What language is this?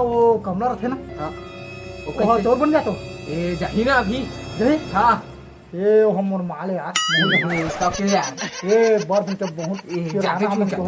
Chhattisgarhi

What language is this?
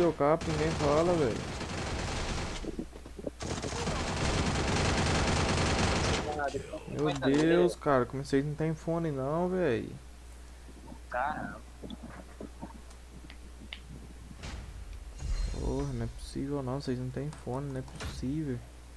Portuguese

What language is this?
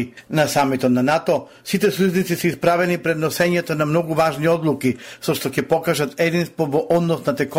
Macedonian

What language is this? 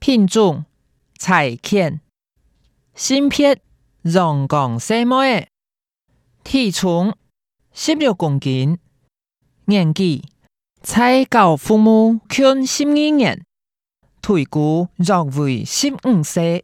Hakka Chinese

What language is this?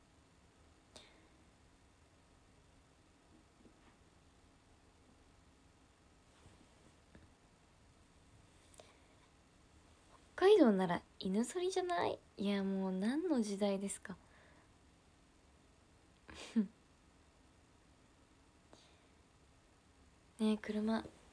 Japanese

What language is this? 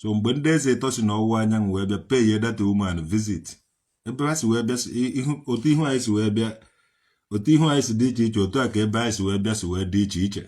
Igbo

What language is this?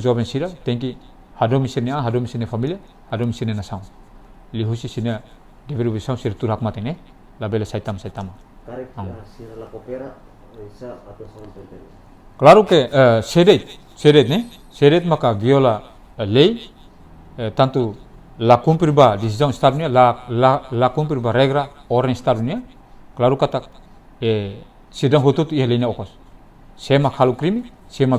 Tetum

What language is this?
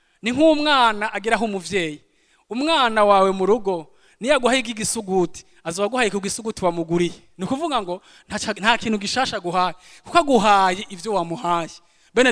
Rundi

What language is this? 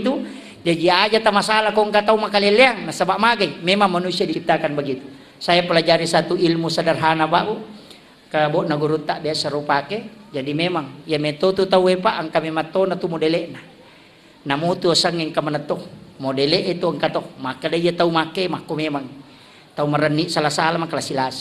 Buginese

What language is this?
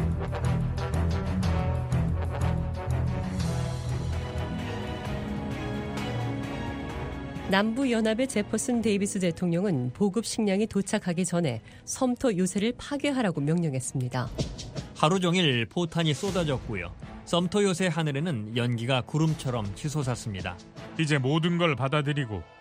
Korean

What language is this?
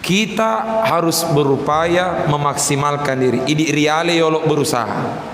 Buginese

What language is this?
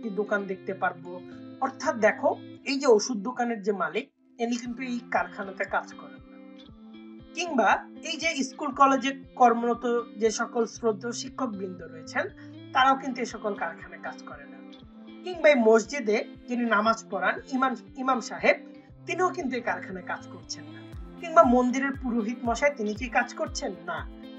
Bangla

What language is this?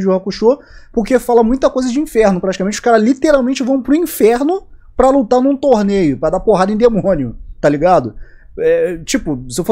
Portuguese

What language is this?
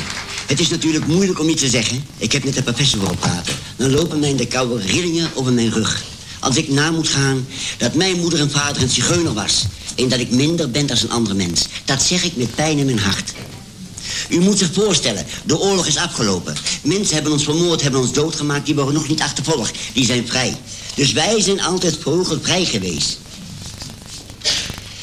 Dutch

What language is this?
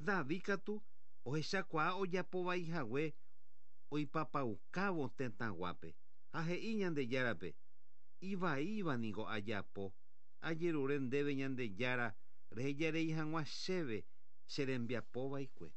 Guarani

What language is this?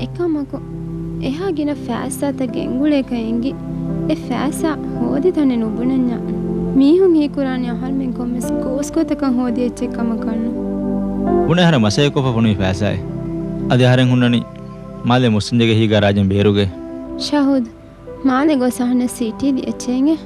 Divehi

